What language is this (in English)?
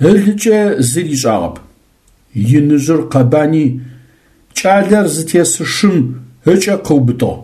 Adyghe